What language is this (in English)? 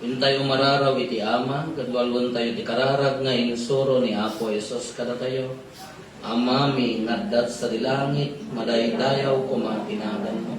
Iloko